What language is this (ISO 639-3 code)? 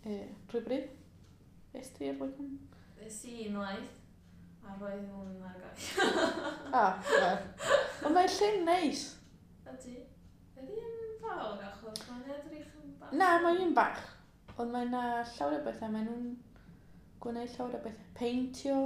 cym